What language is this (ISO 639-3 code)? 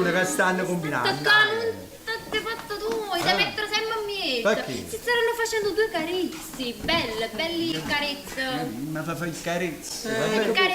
nap